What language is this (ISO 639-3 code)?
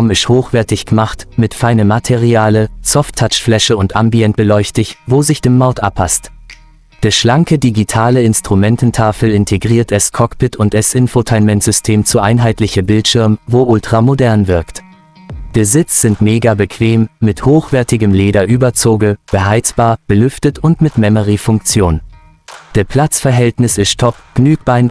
gsw